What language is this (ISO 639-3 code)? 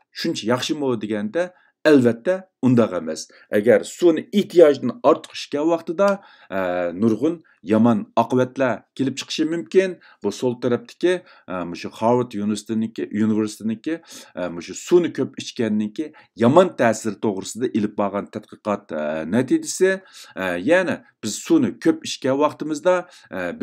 uig